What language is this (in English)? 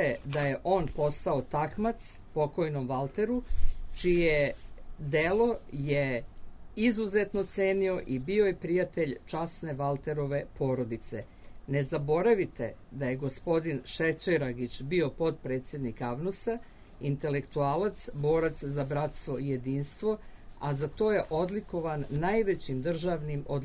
Serbian